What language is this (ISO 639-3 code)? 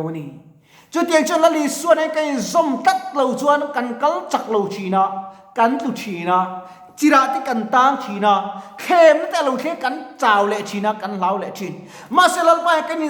lus